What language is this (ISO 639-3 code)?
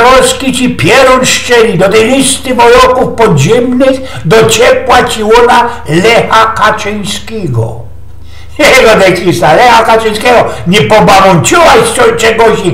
szl